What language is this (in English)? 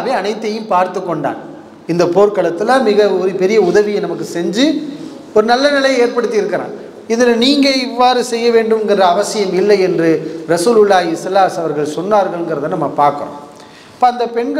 Tamil